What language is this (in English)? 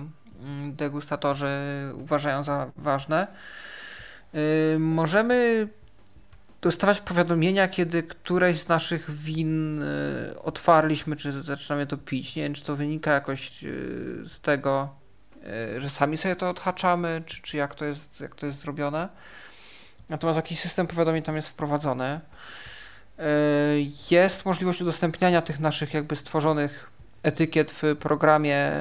Polish